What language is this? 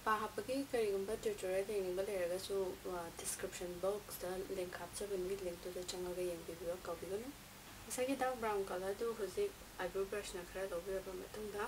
Manipuri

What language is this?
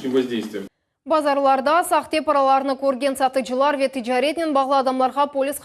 Crimean Tatar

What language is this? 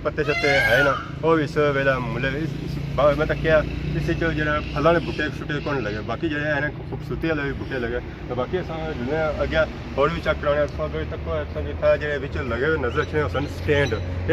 Pahari-Potwari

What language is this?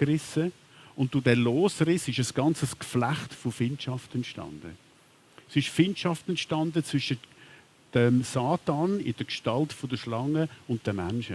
Swiss German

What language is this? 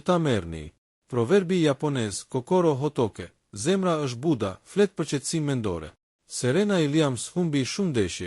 Albanian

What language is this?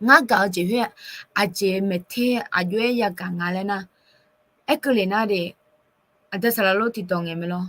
Akha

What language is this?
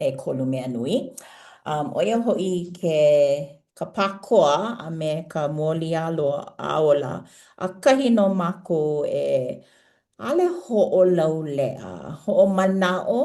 Hawaiian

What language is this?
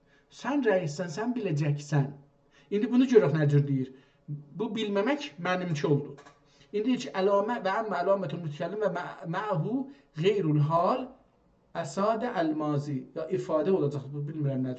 South Azerbaijani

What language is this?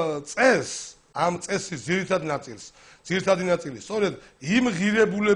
Georgian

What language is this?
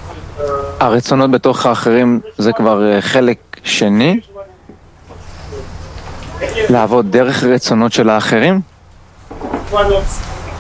Hebrew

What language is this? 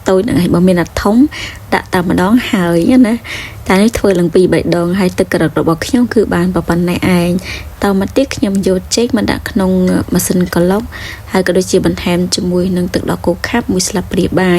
Khmer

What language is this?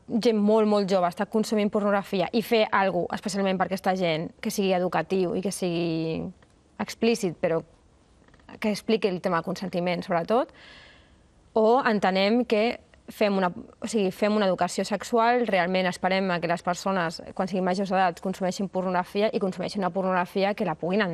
Catalan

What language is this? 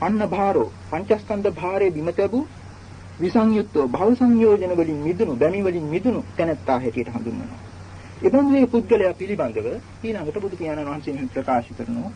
Sinhala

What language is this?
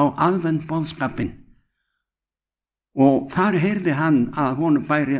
Icelandic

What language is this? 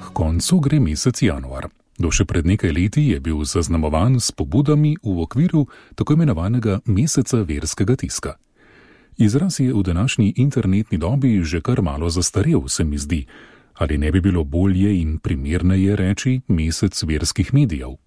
Slovenian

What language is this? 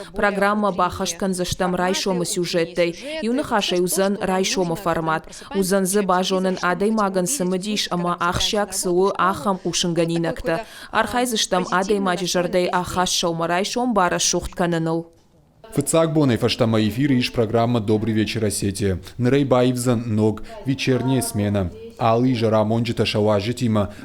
Ossetic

